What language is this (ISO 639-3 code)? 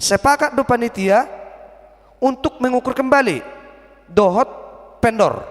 bbc